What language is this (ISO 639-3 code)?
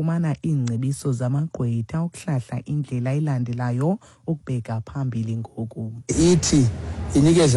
xho